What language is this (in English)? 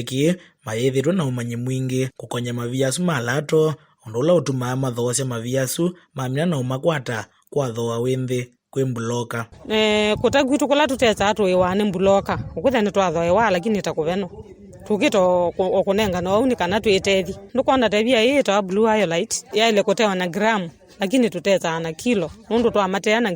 Kamba